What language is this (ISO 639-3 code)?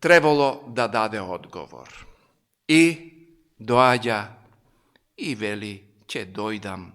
mkd